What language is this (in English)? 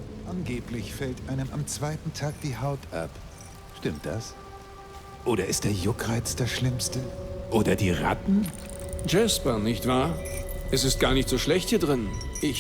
Bavarian